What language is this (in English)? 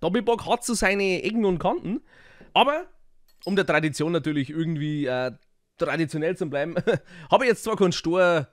Bavarian